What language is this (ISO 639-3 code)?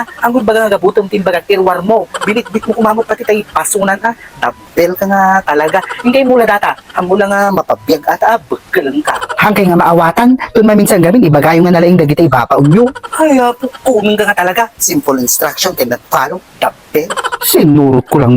ilo